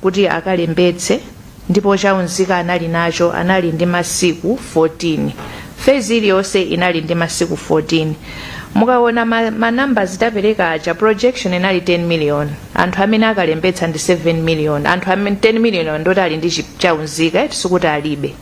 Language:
Nyanja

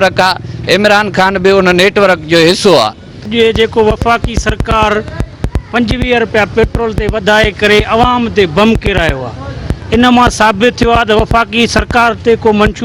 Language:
Sindhi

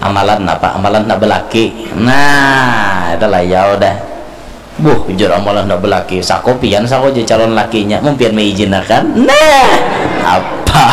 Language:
Banjar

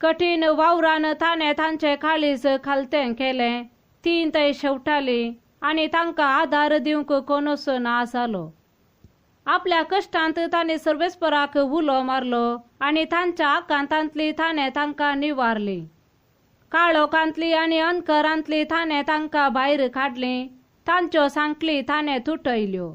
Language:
Konkani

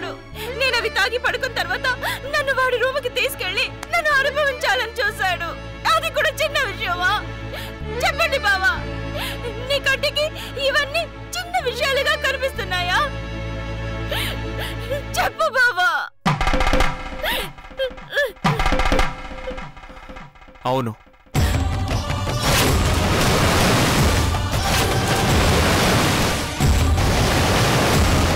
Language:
Telugu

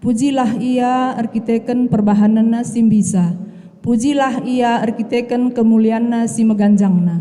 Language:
Batak Karo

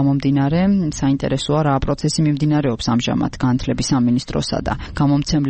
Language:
Georgian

